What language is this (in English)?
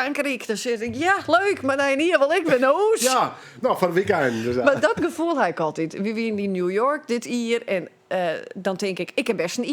Western Frisian